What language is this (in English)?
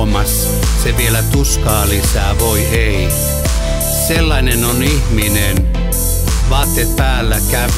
Finnish